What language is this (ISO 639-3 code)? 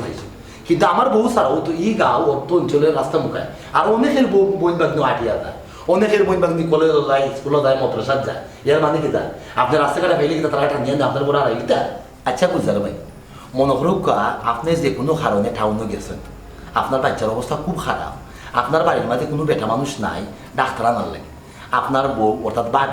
syl